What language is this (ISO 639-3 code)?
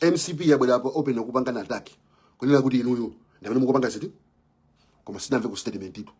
nya